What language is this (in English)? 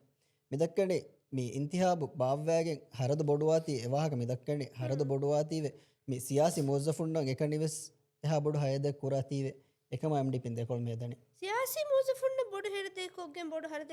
Divehi